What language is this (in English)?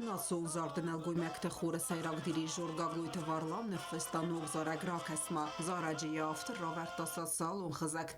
Ossetic